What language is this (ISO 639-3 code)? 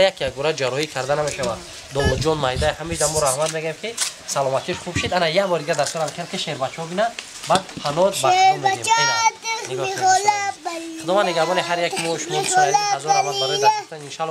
tgk